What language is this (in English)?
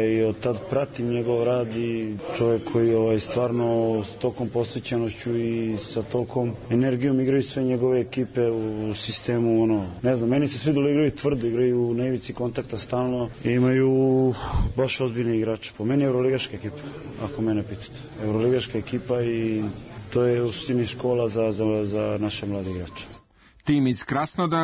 Serbian